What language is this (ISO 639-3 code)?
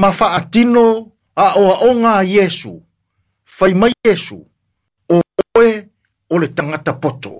smo